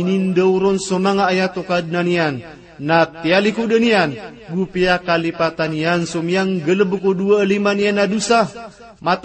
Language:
Maranao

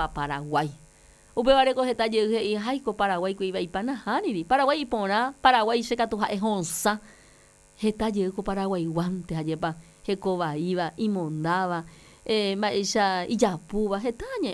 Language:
Guarani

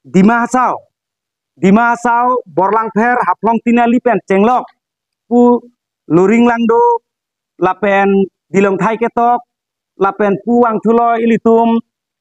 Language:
Karbi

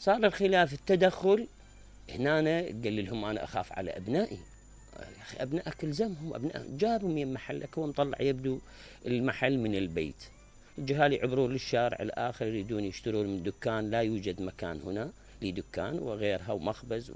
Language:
Mesopotamian Arabic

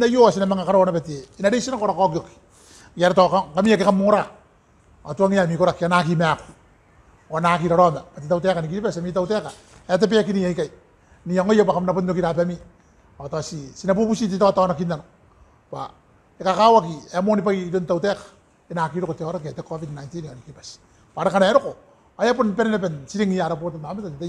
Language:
Gilbertese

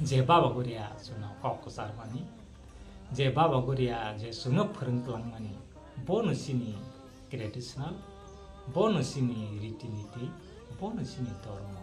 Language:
Kok Borok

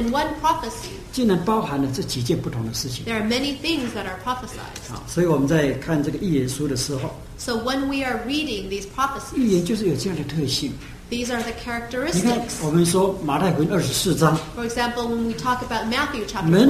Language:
Chinese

